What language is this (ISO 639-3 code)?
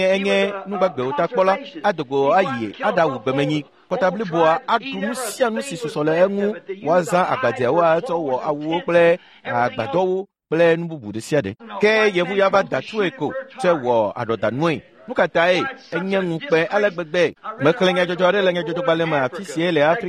ewe